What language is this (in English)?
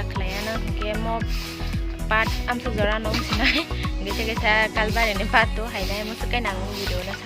Kok Borok